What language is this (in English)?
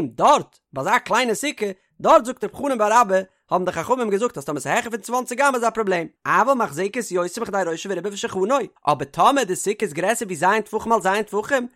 Yiddish